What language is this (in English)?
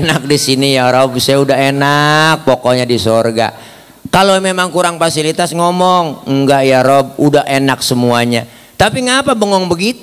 Betawi